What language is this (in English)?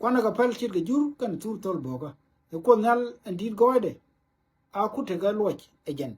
Nuer